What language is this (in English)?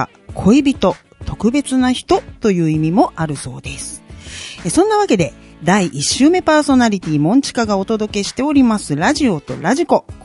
Japanese